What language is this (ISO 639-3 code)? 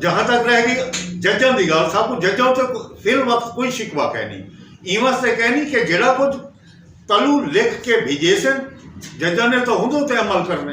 skr